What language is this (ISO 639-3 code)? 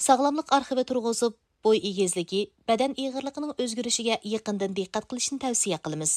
uig